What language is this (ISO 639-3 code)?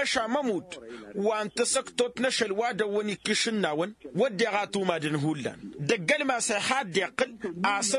taq